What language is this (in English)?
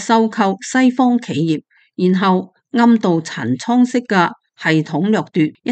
Cantonese